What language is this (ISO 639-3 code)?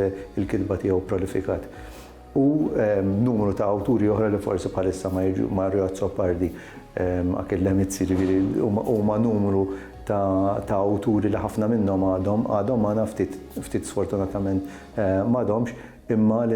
mlt